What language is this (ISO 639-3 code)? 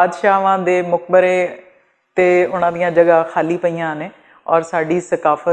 lah